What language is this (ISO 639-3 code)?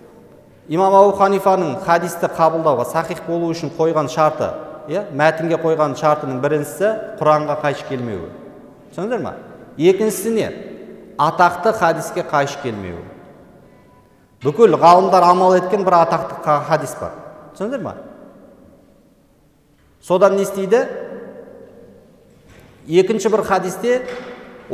kaz